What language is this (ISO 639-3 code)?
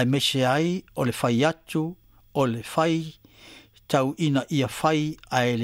smo